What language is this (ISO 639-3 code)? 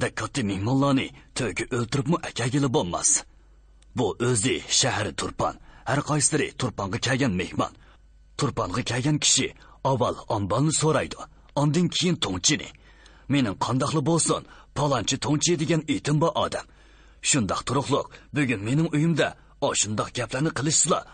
uig